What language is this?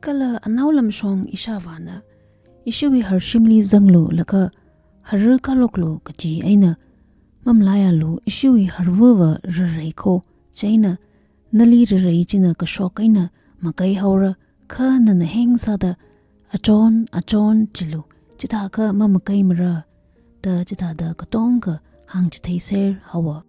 Tangkhul Naga (India)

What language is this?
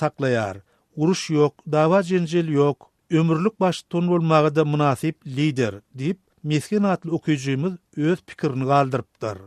Turkmen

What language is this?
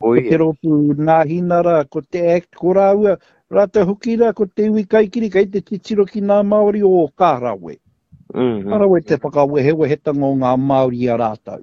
Māori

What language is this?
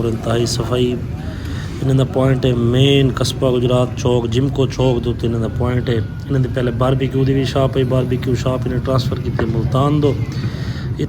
Saraiki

